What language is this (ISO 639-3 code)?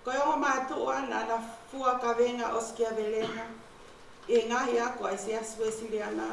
ton